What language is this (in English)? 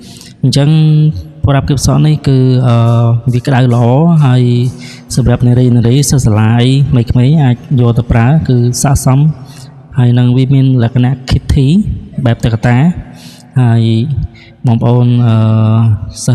Khmer